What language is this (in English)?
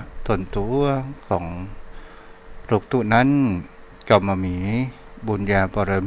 Thai